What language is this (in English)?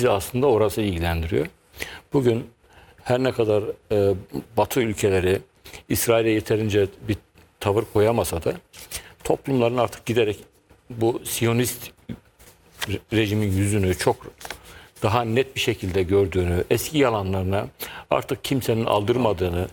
Turkish